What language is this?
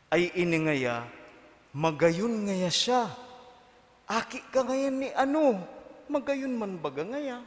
Bikol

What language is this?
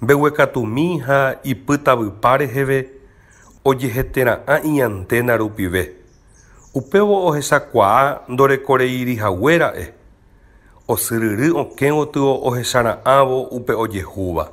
Guarani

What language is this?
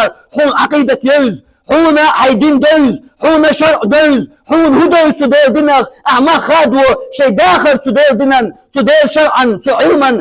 Chechen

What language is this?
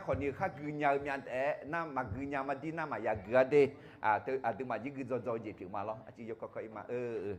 Akha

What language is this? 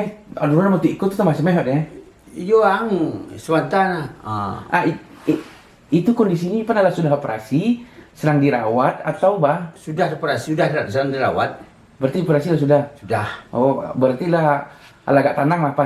Minangkabau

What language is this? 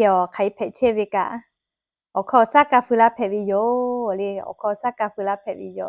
Lahu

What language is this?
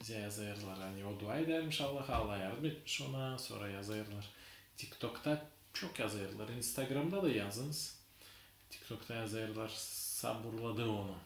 Gagauz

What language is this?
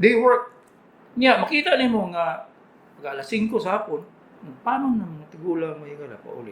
Cebuano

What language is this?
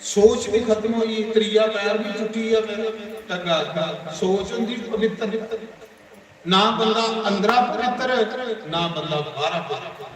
Dogri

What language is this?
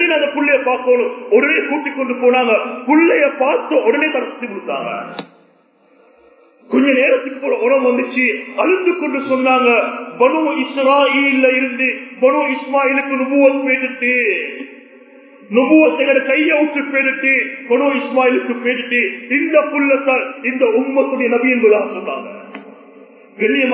Tamil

